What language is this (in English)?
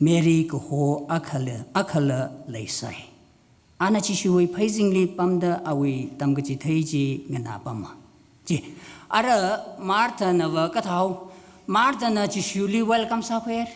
Tangkhul Naga (India)